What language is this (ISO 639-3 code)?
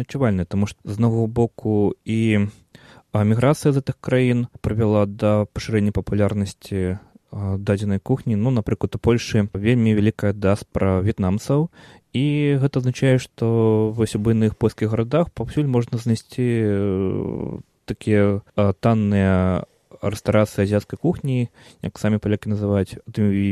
bel